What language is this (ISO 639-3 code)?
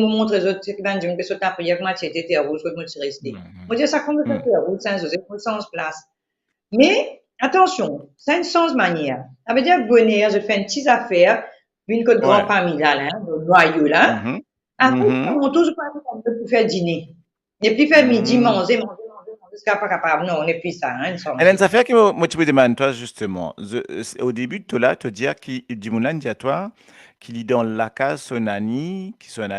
mfe